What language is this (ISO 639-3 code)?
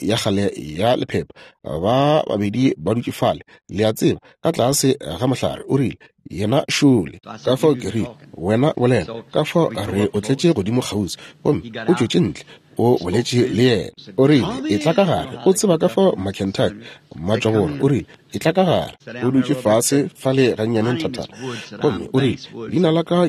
nso